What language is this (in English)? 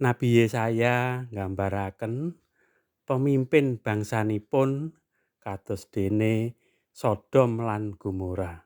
Javanese